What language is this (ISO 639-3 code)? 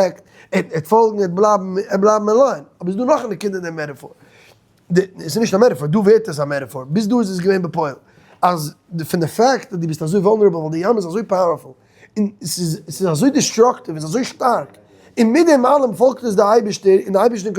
yid